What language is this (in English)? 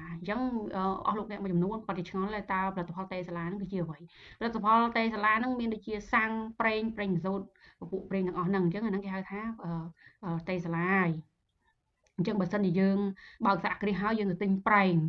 Khmer